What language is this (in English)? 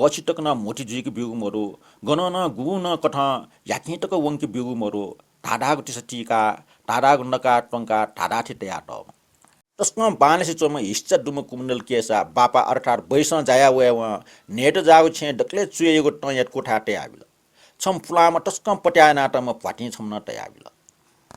Newari